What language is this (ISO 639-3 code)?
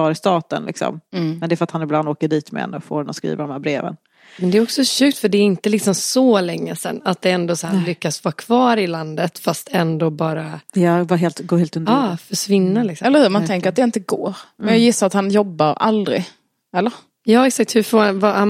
swe